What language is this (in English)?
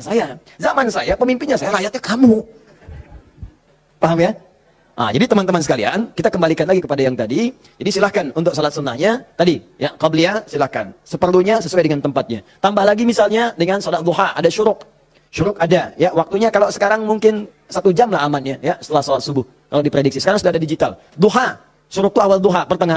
Indonesian